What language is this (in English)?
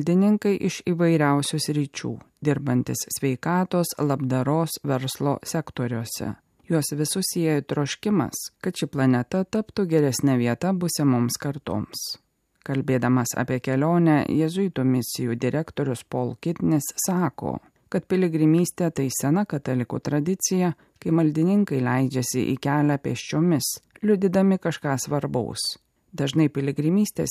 Lithuanian